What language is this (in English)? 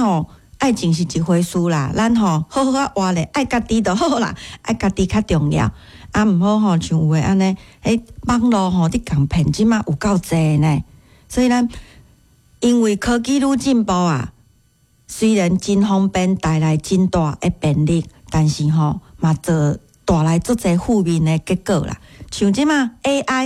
Min Nan Chinese